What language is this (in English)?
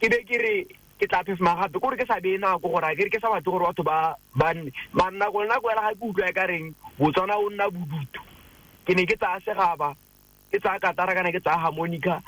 Tswana